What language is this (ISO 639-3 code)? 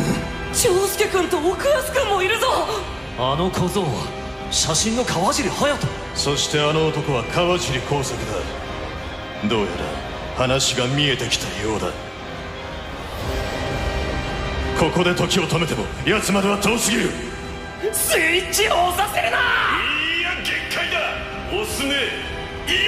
jpn